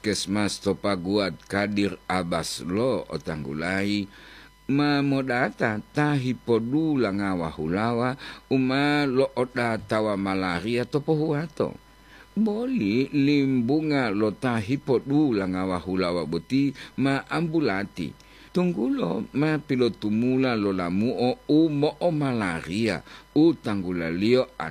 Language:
Gorontalo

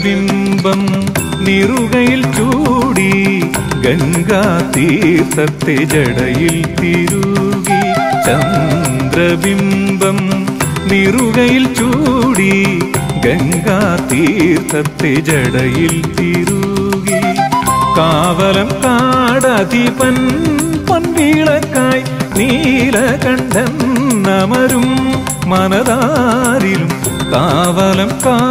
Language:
Malayalam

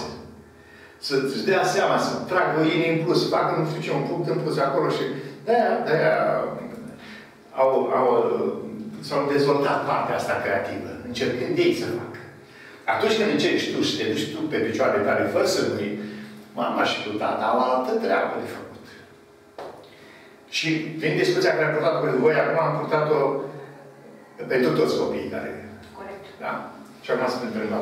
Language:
Romanian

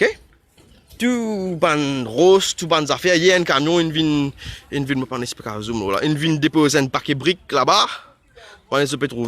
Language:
Morisyen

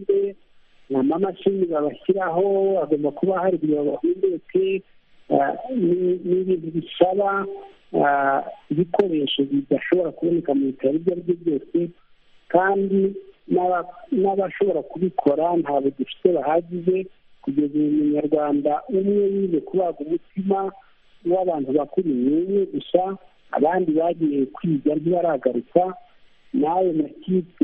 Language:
Kinyarwanda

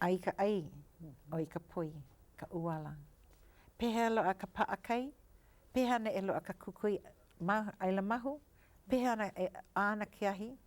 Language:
Hawaiian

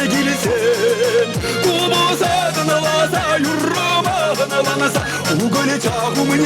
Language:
Chuvash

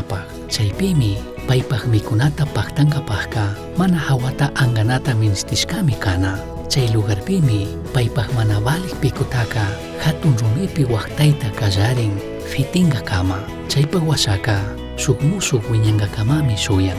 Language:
Chimborazo Highland Quichua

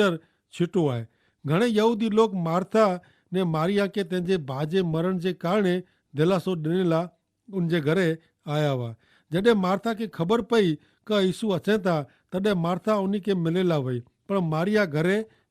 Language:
Kachhi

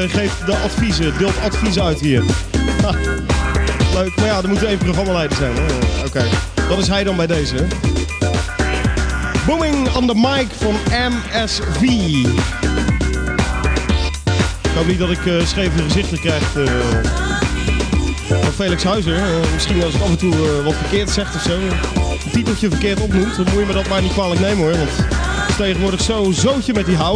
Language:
Dutch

